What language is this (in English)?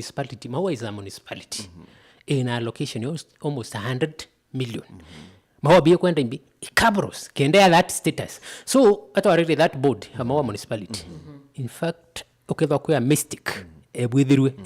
Meru